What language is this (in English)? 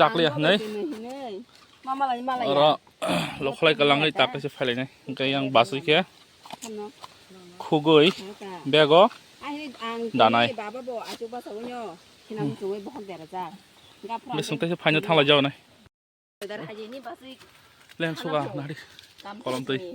Kok Borok